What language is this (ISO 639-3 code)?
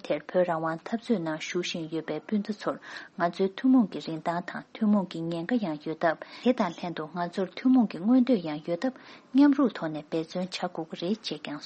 bod